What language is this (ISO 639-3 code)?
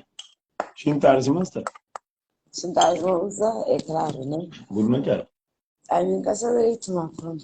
kea